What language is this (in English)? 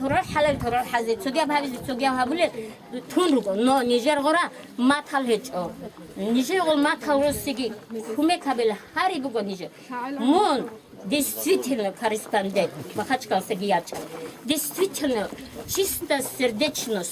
Avaric